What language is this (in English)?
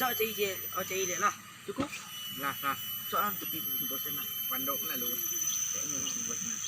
Minangkabau